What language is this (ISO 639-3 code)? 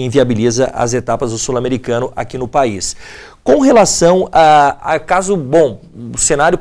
por